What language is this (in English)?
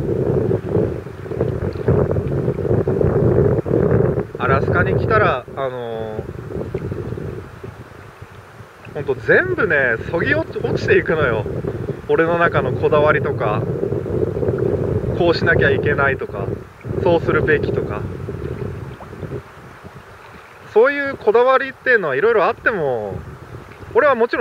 Japanese